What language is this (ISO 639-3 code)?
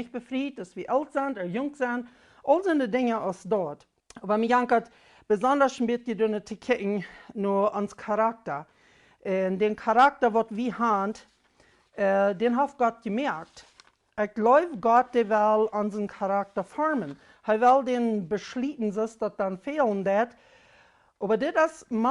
pdt